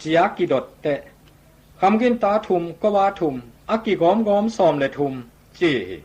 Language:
Tedim Chin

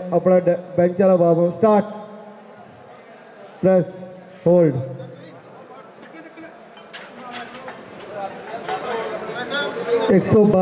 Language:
Hindi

